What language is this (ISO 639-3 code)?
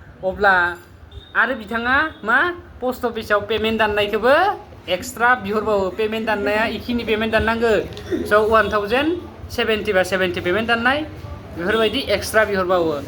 brx